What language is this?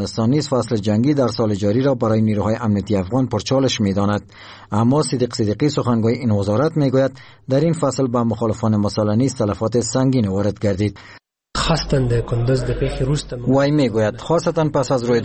Persian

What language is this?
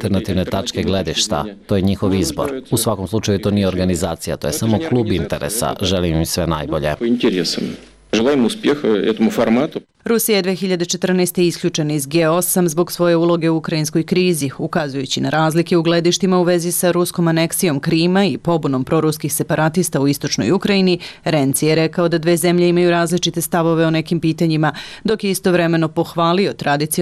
Serbian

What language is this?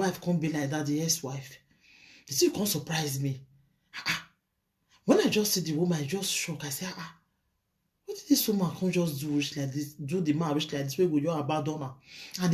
Nigerian Pidgin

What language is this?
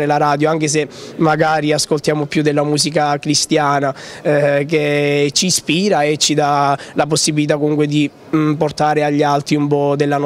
Italian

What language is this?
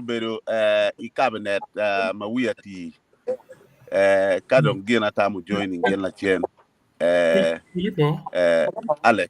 Acoli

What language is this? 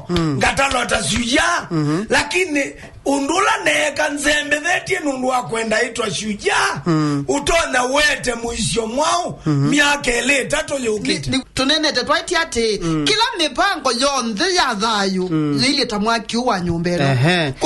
Kamba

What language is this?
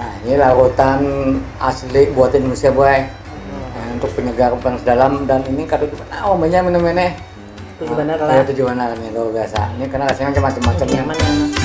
Banjar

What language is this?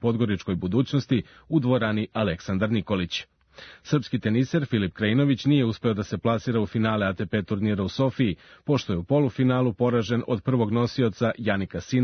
Serbian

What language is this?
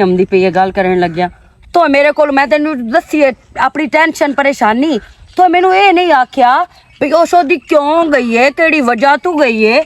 Western Panjabi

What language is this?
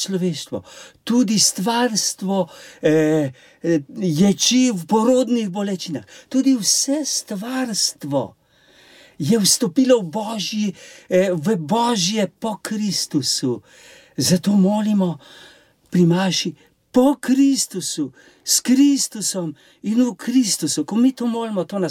Slovenian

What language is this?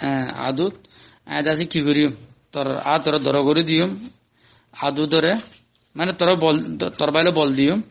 Rohingya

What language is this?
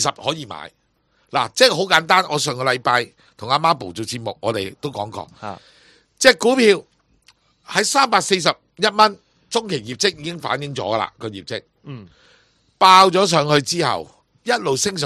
Cantonese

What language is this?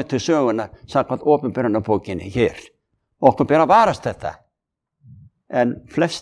Icelandic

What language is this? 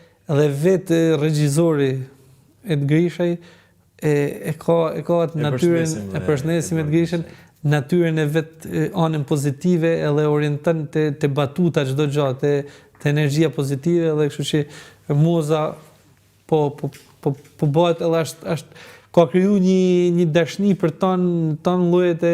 Albanian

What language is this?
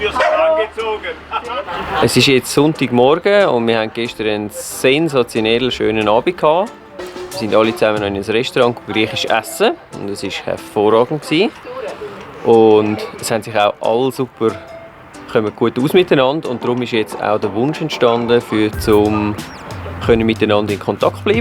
Swiss German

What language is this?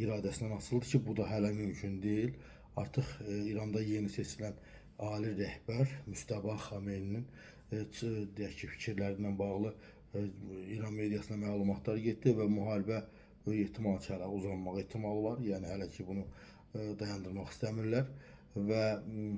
Azerbaijani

